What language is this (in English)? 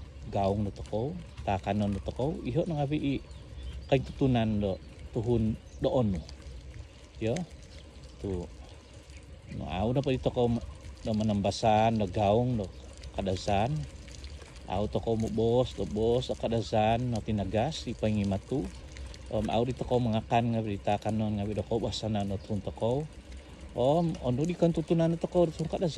Central Dusun